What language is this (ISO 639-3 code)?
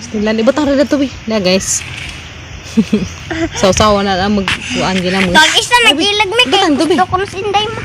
ceb